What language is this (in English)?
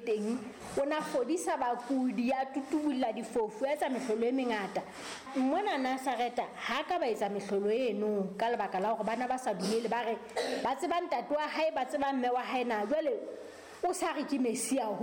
Southern Sotho